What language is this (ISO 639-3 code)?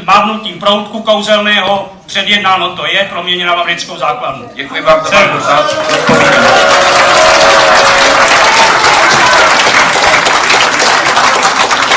ces